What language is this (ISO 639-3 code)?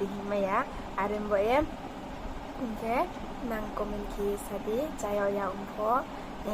ria